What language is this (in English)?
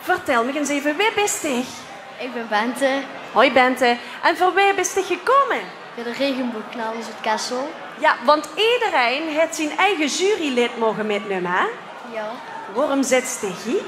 Limburgish